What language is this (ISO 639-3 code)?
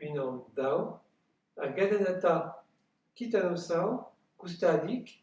bre